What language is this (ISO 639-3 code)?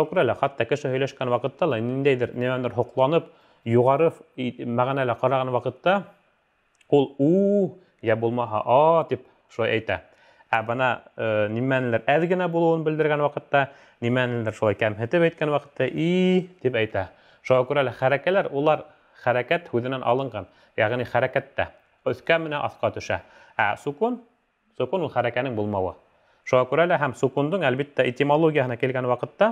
bak